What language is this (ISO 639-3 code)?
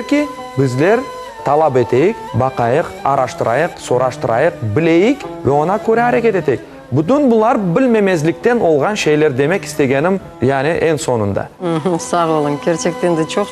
crh